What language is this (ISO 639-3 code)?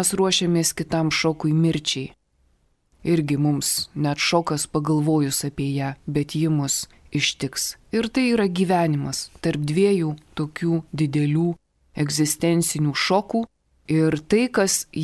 lit